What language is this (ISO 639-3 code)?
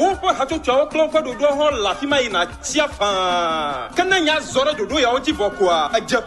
ewe